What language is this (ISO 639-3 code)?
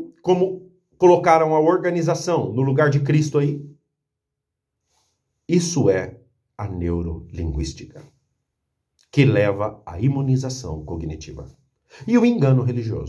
por